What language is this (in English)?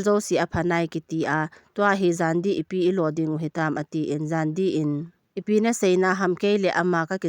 Thado Chin